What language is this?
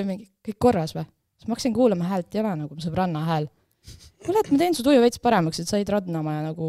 Estonian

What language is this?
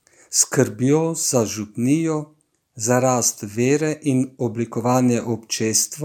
Slovenian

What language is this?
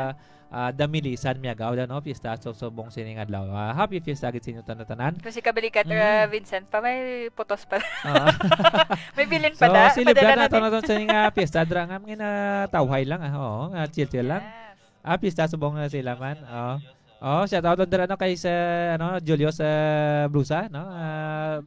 Hiligaynon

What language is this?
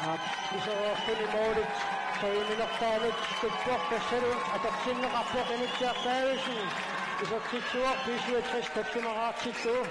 Kalaallisut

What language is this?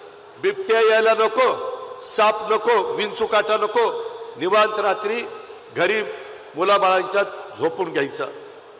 Marathi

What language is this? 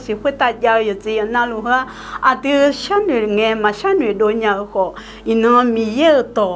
Akha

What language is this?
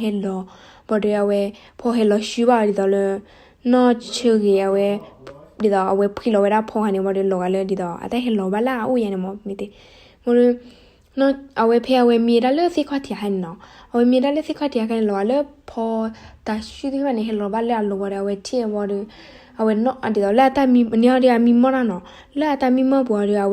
S'gaw Karen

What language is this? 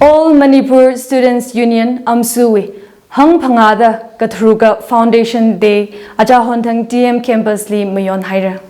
Tangkhul Naga (India)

